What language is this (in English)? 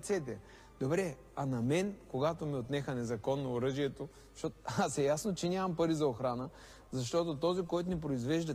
Bulgarian